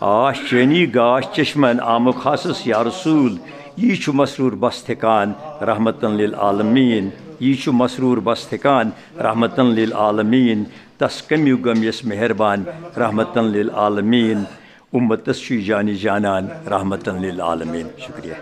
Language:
Kashmiri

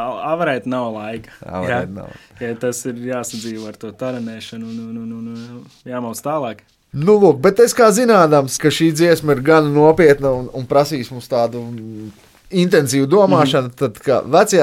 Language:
Latvian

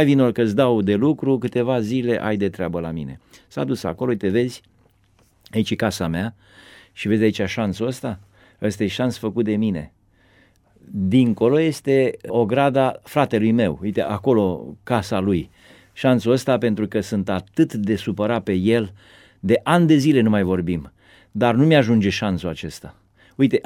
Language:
Romanian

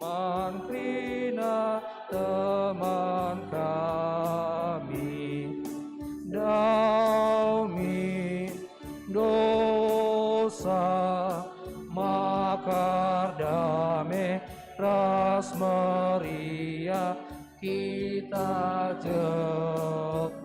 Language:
Batak Karo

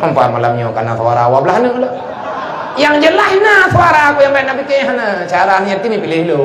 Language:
Achinese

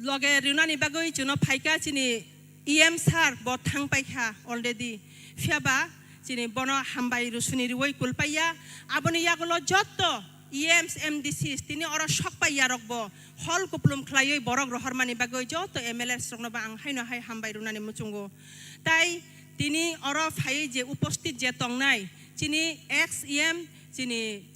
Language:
Kok Borok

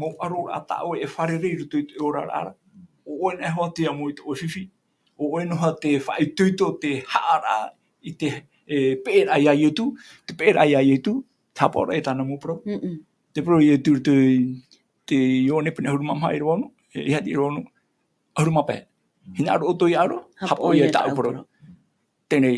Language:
Tahitian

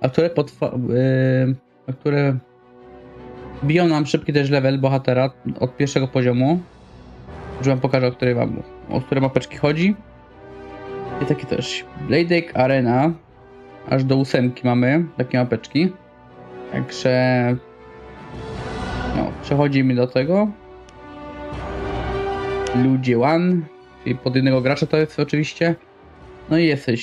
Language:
Polish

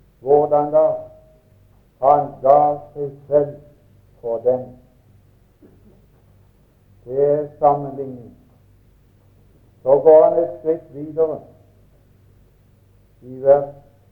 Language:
Norwegian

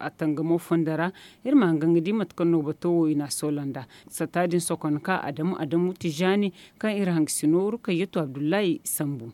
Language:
Zarma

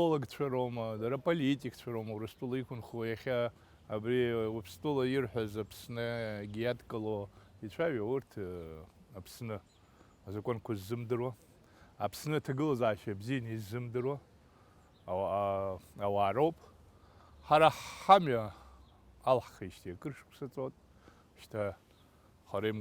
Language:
Abkhazian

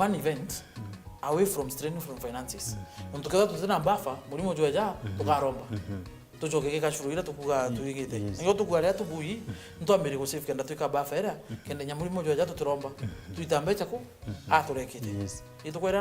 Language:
Meru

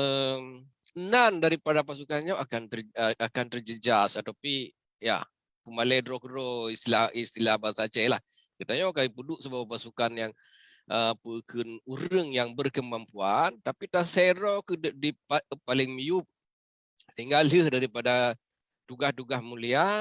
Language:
Achinese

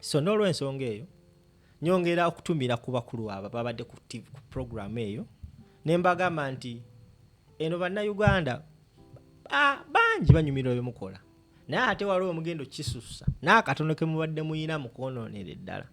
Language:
Ganda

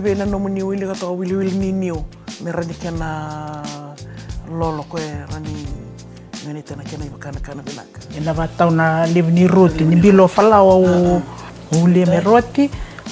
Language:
Fijian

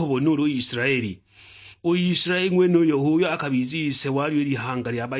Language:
Sukuma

